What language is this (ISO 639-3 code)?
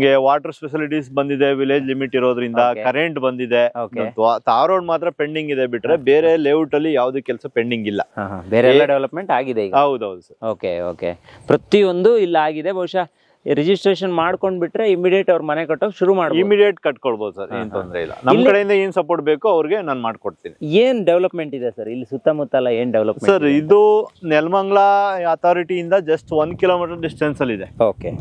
kan